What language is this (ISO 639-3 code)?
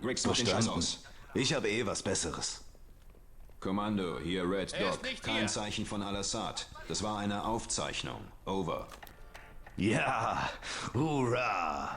gsw